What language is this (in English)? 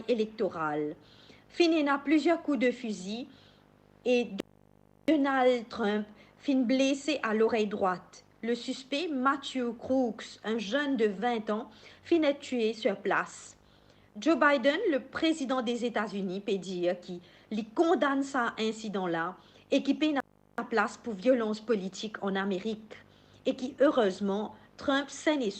Morisyen